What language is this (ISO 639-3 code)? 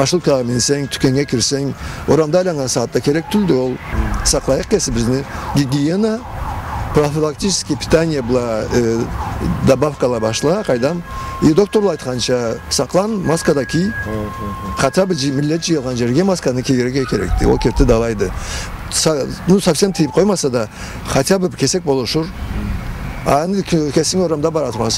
krc